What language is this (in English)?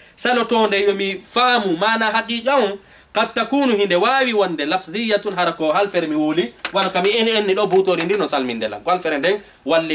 Fula